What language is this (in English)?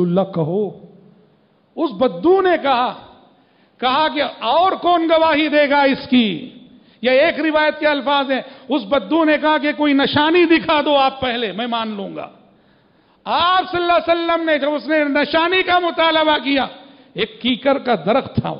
Urdu